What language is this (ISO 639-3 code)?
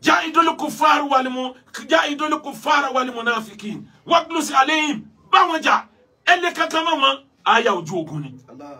yor